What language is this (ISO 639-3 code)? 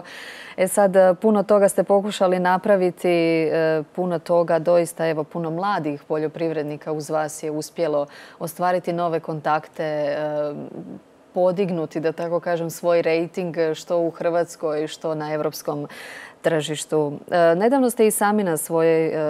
hrv